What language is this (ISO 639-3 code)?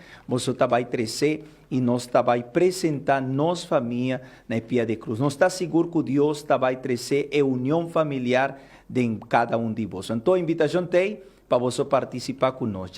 pap